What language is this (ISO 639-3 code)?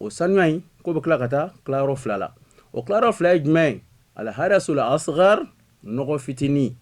bam